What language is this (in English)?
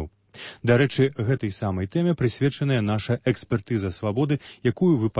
Belarusian